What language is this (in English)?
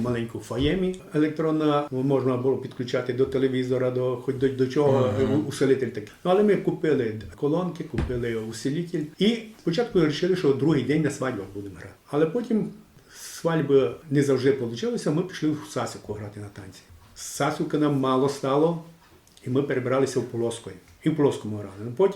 Rusyn